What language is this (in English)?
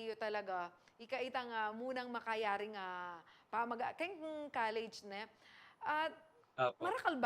Pampanga